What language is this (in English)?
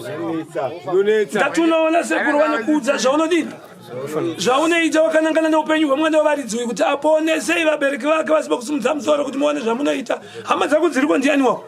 Shona